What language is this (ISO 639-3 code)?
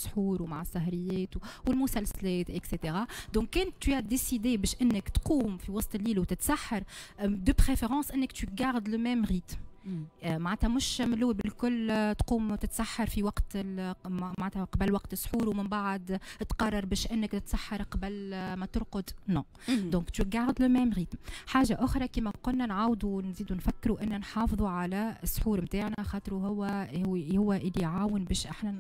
aeb